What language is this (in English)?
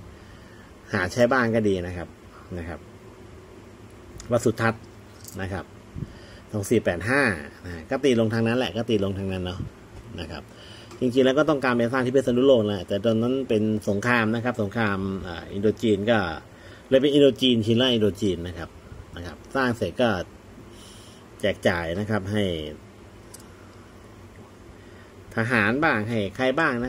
Thai